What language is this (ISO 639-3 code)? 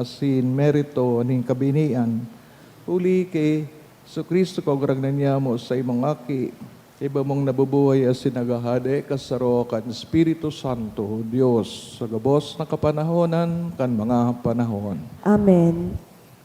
bik